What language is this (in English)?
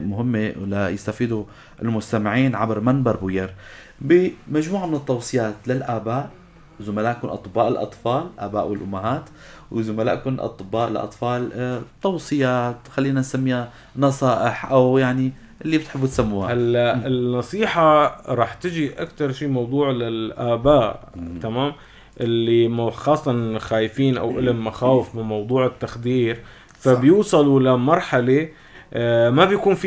North Levantine Arabic